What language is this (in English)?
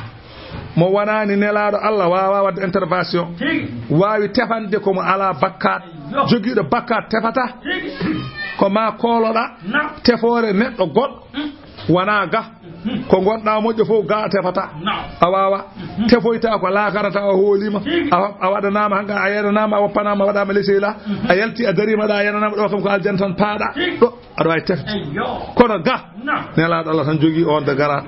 Fula